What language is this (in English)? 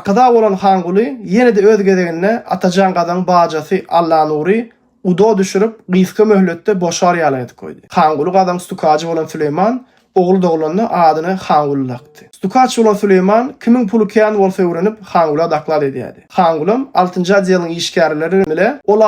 Turkmen